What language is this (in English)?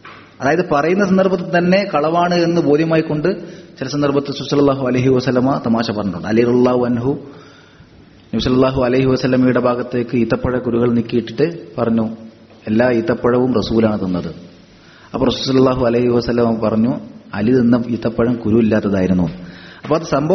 Malayalam